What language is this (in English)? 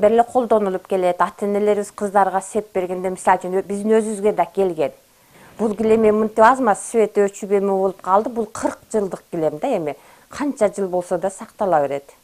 Kyrgyz